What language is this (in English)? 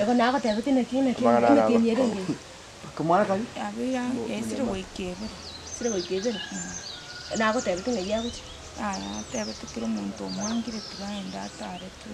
Gusii